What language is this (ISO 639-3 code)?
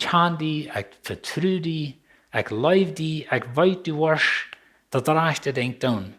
pdt